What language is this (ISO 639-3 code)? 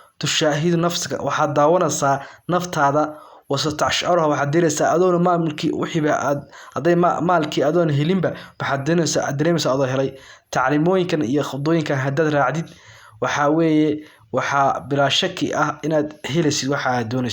som